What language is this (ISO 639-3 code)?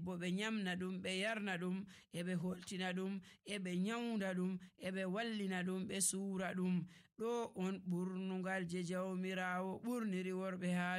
fuv